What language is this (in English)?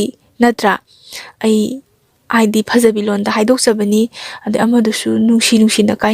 Manipuri